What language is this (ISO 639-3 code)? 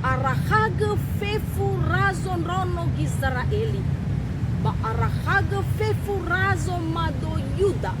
nia